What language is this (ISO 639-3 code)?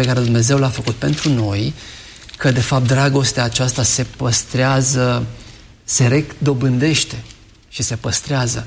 ron